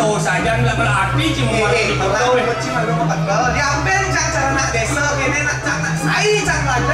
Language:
Balinese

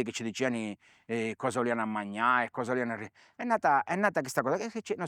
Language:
Sardinian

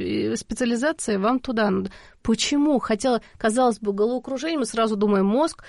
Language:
Russian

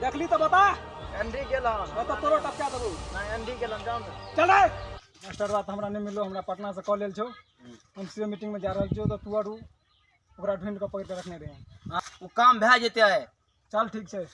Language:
Maithili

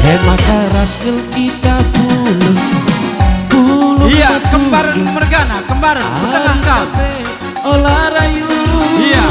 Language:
Batak Karo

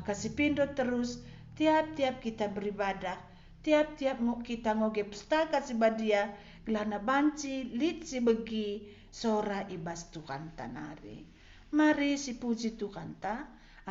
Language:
Batak Karo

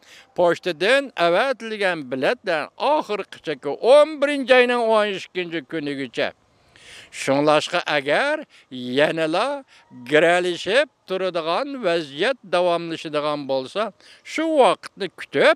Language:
Uyghur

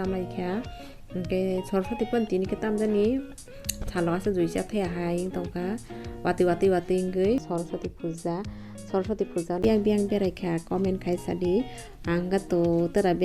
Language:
Kok Borok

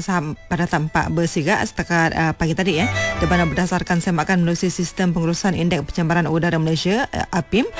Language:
Malay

